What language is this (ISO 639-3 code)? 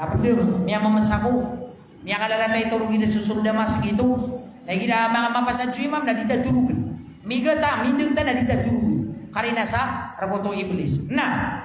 mrw